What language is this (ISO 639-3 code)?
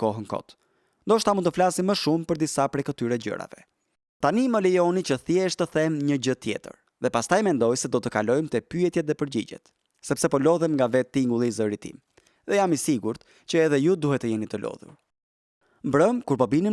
sqi